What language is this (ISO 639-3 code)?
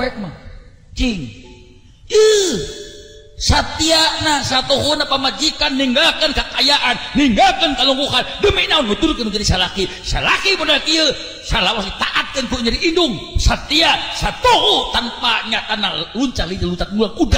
sun